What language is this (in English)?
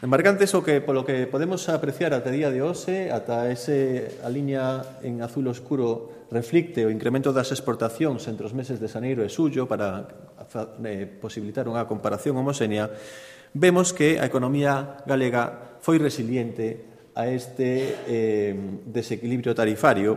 Galician